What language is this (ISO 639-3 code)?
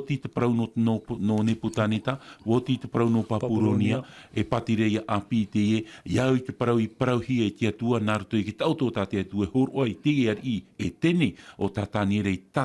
tah